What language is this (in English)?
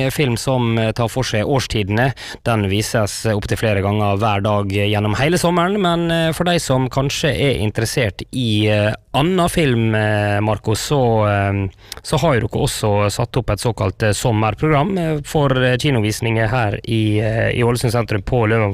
Norwegian